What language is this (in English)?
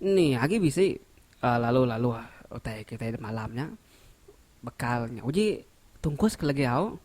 Iban